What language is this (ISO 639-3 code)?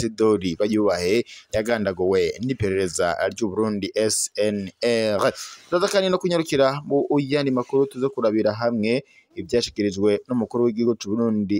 run